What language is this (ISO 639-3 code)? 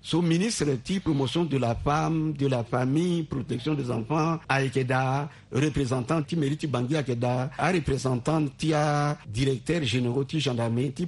sag